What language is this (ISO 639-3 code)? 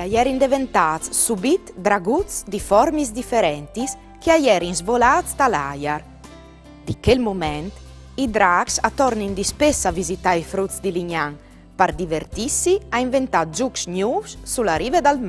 fur